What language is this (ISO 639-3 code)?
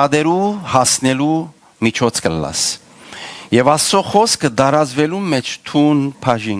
hyw